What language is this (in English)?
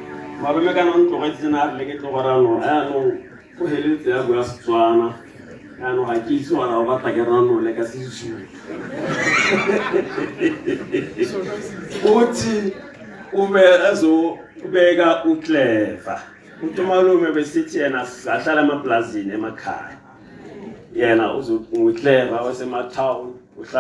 Tswana